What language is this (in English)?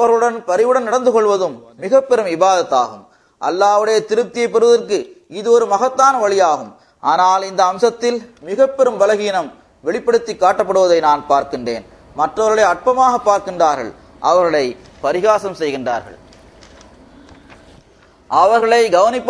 Tamil